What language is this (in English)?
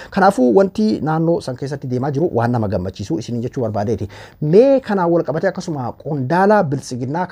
Oromo